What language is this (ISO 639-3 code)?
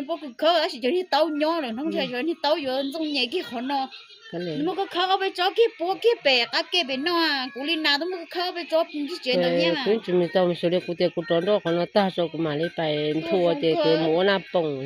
hmn